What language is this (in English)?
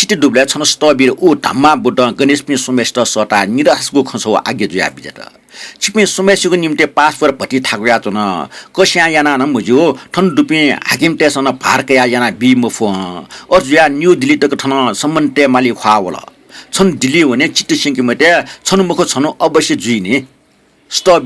Newari